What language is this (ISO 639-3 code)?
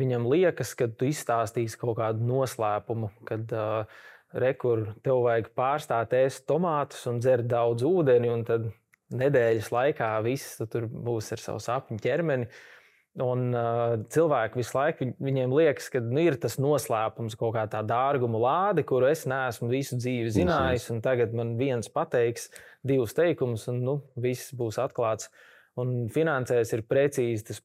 lav